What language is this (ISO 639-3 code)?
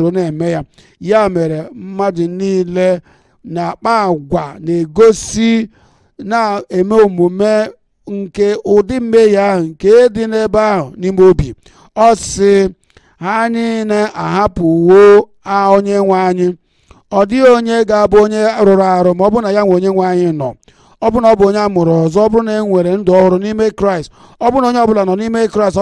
ibo